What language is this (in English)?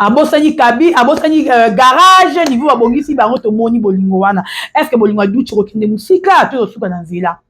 Lingala